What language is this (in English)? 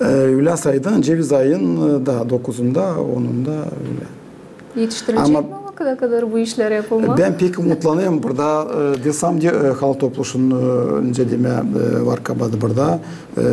Gagauz